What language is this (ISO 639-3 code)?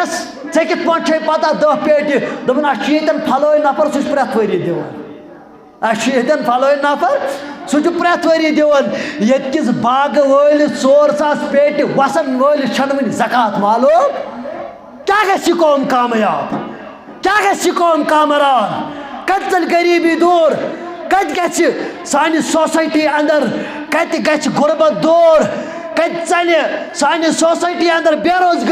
kas